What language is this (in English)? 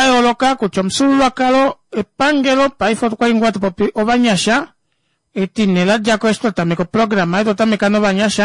Kuanyama